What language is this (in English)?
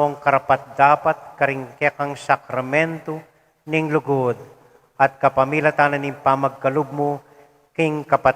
Pampanga